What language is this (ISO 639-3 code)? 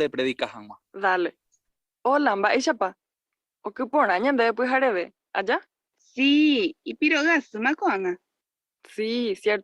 grn